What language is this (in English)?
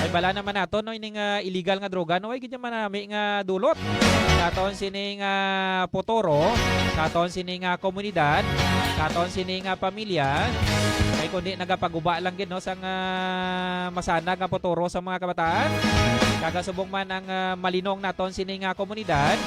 Hiligaynon